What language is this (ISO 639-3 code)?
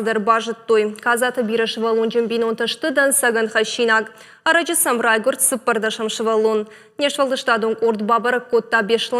oss